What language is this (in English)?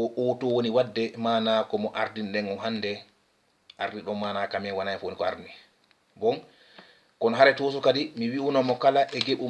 Fula